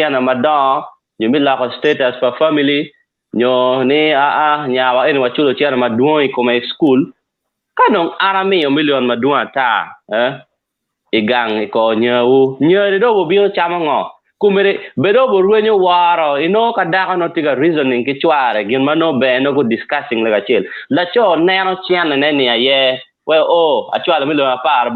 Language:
Acoli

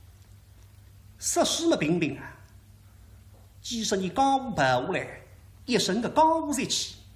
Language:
Wu Chinese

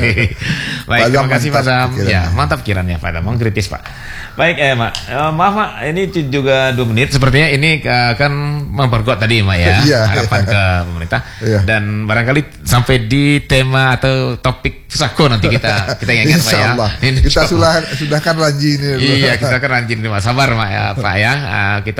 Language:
Indonesian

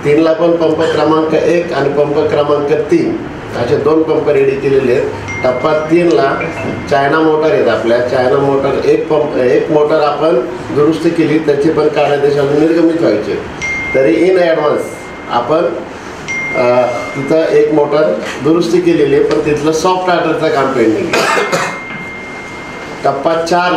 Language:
Marathi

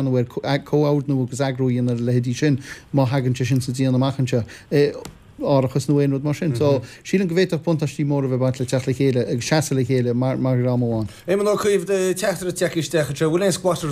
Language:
Irish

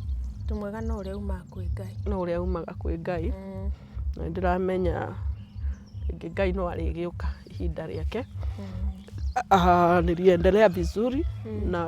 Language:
Kikuyu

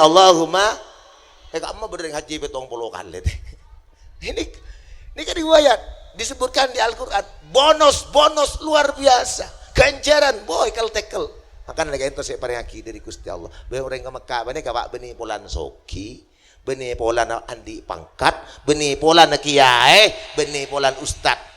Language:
Madurese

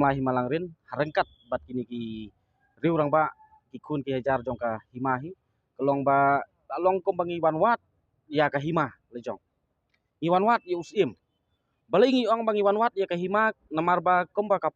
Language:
Khasi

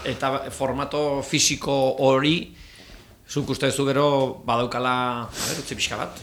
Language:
Basque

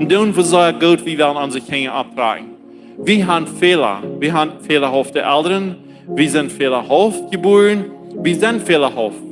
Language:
Plautdietsch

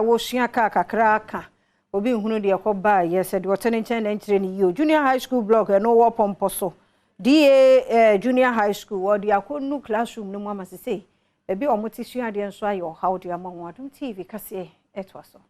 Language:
Akan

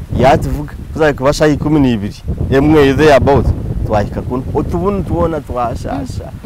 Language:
Nyankole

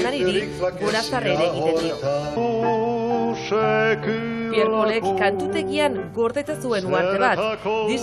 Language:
Basque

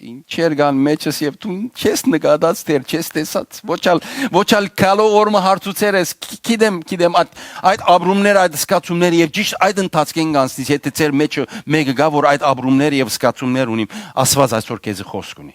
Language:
Western Armenian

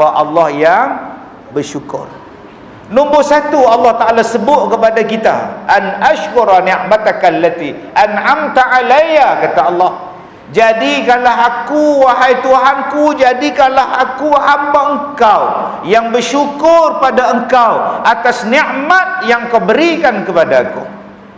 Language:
Malay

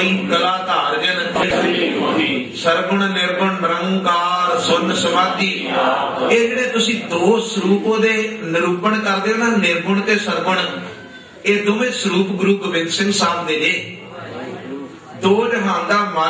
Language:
Punjabi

